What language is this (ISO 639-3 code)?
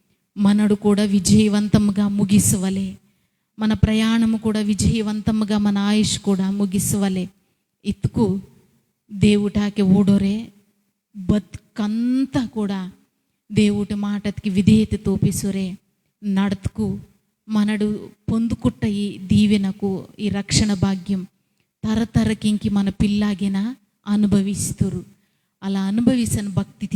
kff